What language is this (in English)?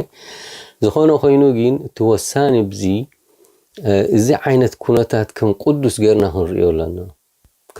Tigrinya